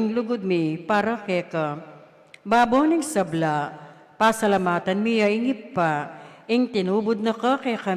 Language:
Pampanga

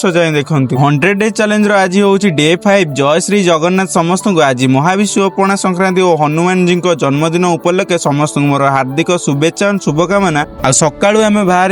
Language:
Odia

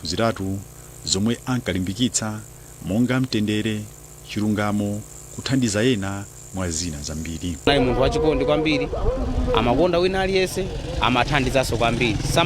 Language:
Nyanja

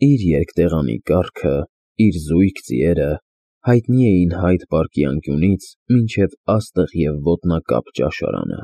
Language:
Armenian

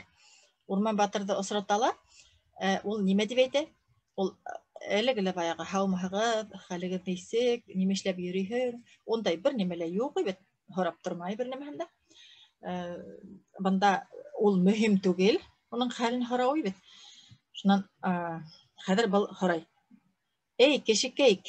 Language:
Bashkir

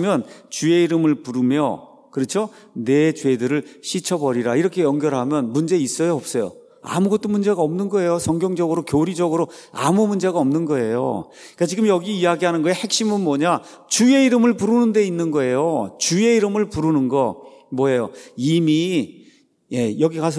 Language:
Korean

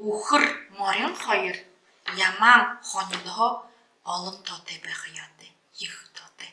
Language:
Buriat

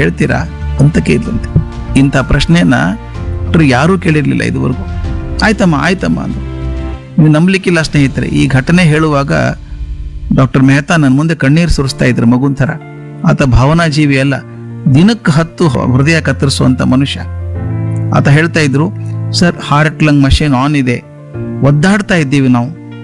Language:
Kannada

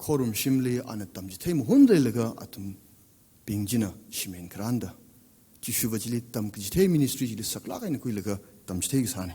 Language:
Tangkhul Naga (India)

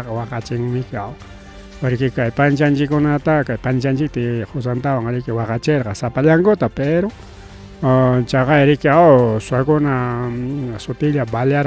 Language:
Ayacucho Quechua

